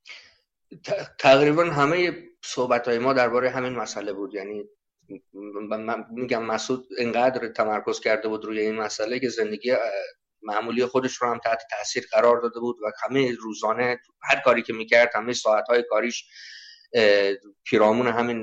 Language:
Persian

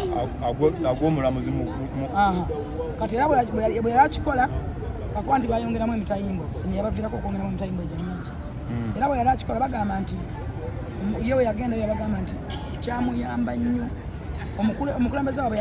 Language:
Ganda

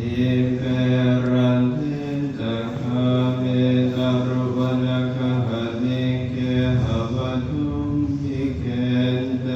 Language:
Pali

